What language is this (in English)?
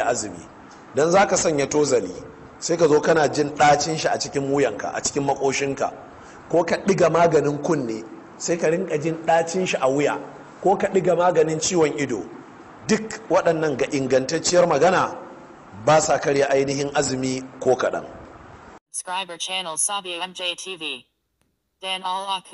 Hausa